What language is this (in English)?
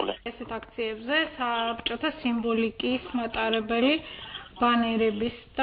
Georgian